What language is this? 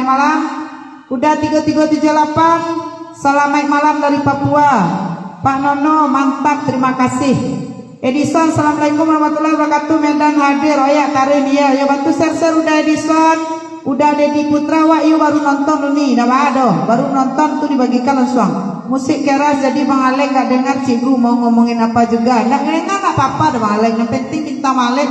Minangkabau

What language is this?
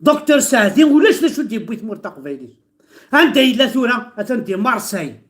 Kabyle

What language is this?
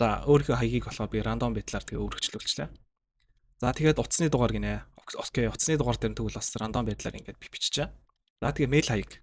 Mongolian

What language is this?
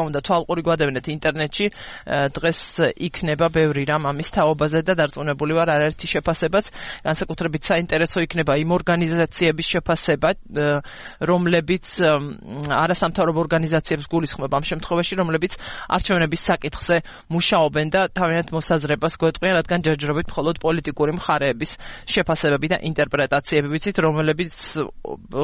Georgian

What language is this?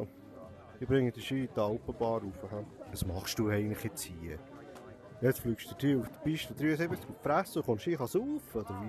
Swiss German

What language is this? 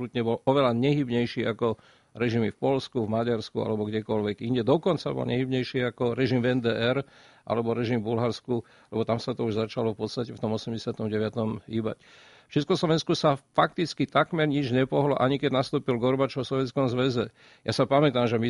Slovak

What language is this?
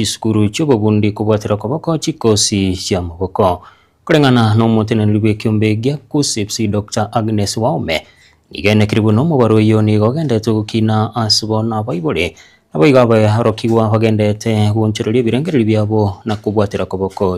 Gusii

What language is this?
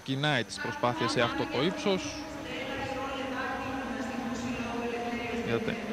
Greek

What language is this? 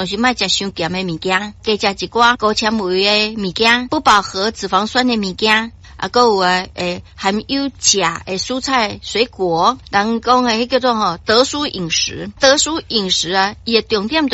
Min Nan Chinese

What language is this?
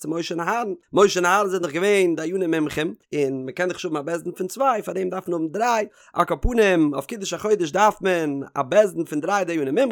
Yiddish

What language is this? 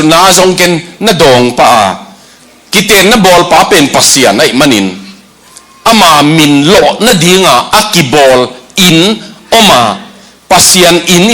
Tedim Chin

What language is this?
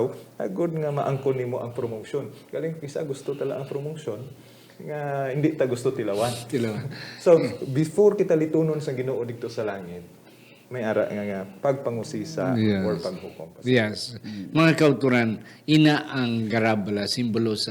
Hiligaynon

